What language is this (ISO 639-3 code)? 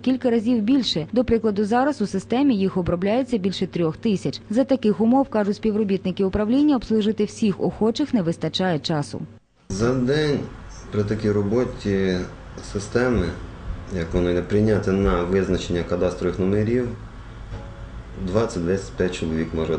ukr